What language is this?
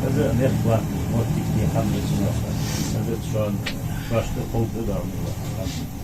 Ingush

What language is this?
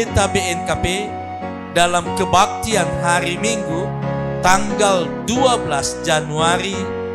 Nias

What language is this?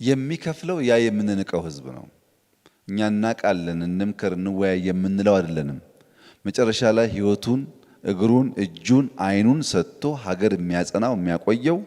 Amharic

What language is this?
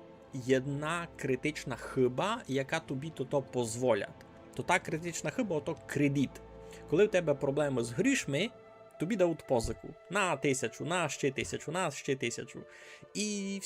Rusyn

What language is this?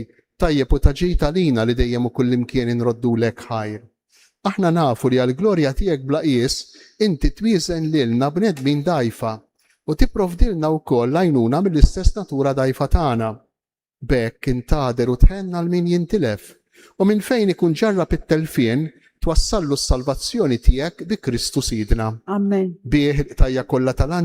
Maltese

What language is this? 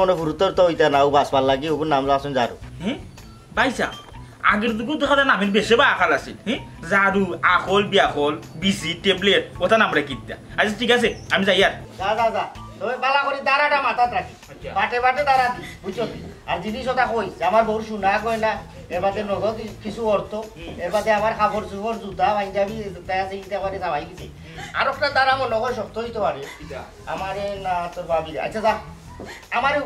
Sylheti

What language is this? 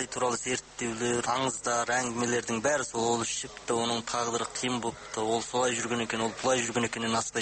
Kazakh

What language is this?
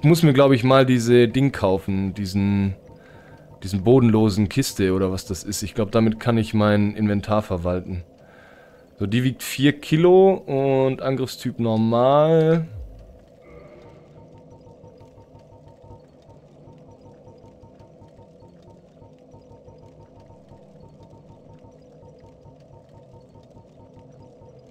German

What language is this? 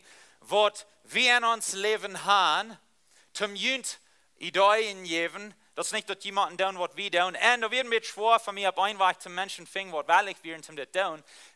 Plautdietsch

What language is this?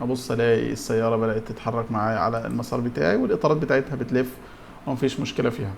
Egyptian Arabic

